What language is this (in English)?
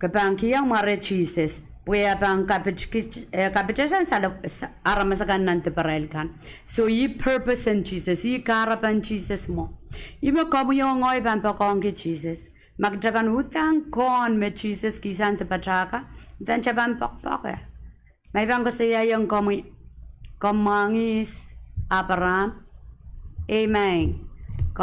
Pohnpeian